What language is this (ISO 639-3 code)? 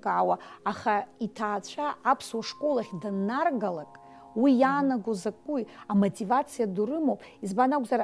abk